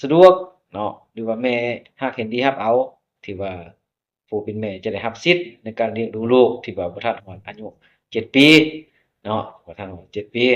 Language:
Lao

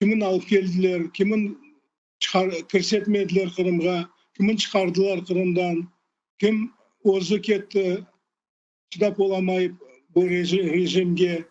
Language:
Crimean Tatar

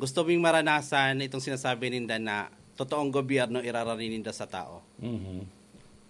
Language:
Bikol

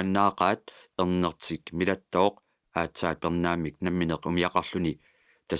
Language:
Kalaallisut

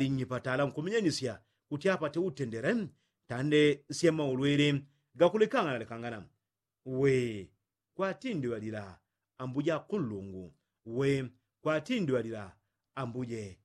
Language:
Yao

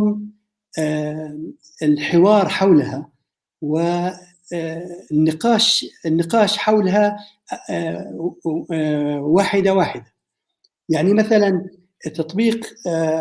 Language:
North Levantine Arabic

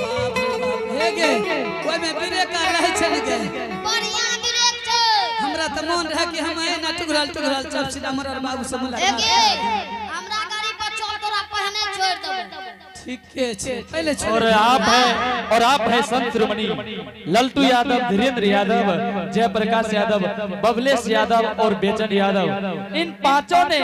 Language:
Angika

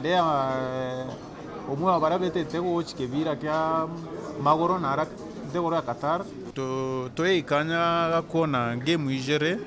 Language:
Meru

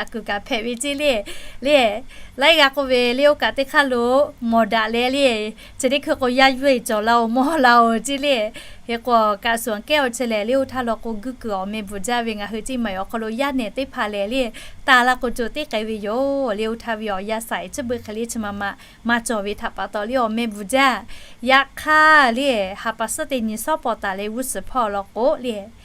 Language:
Lahu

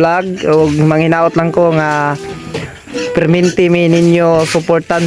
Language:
Cebuano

